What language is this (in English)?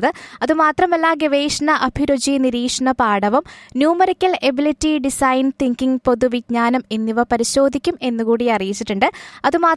Malayalam